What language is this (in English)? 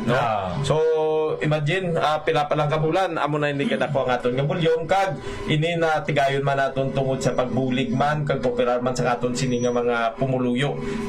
Hiligaynon